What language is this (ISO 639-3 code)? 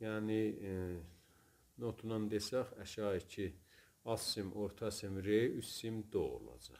azb